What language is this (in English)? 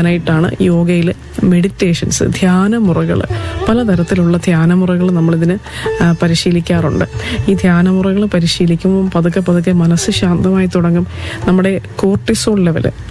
Malayalam